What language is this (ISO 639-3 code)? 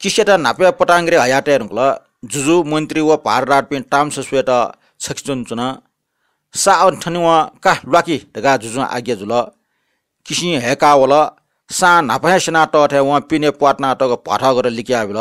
new